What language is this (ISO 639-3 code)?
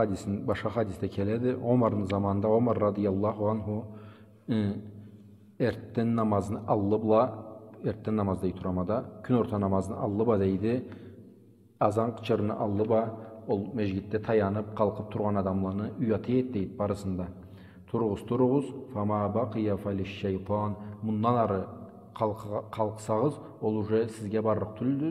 krc